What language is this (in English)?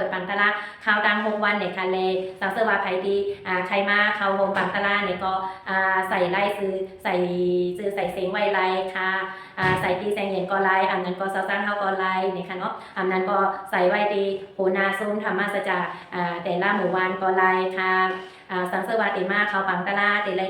Shan